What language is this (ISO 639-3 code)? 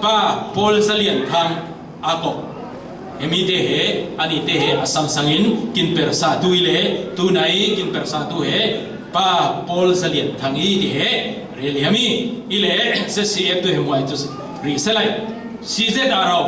cfm